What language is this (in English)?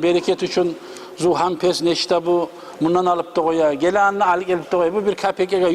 Kumyk